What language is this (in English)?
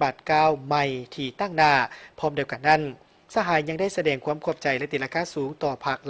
Lao